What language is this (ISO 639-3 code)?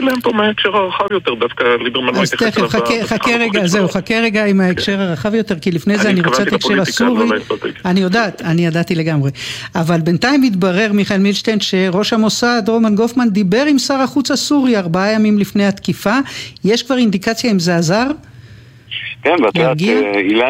heb